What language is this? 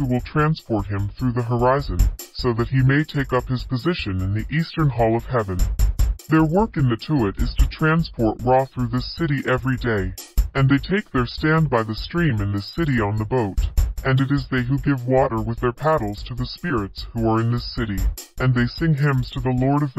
English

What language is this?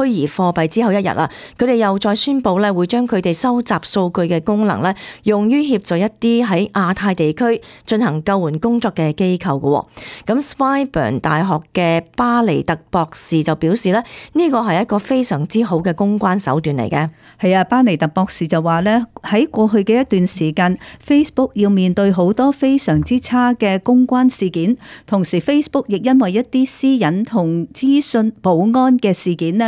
Cantonese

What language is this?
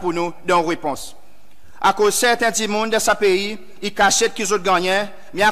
Seselwa Creole French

